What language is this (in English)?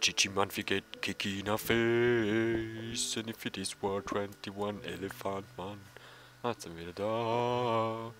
Swiss German